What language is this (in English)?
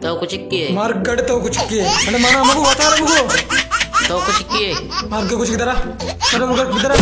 Baluchi